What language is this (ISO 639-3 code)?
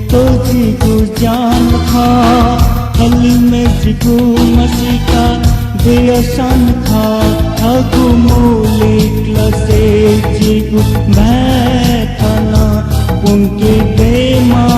new